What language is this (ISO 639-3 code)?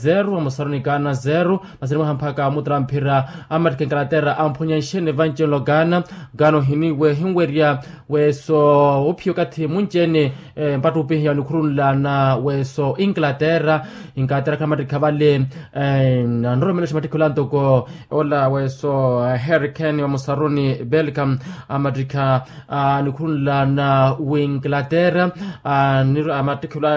vmw